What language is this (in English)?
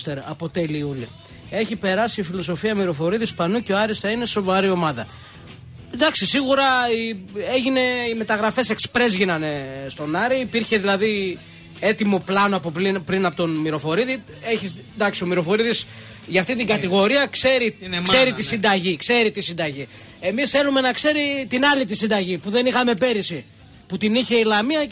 Greek